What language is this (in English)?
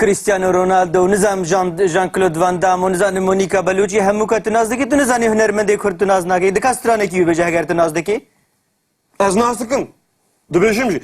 Kurdish